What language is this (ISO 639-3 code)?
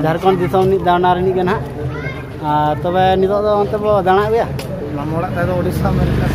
sat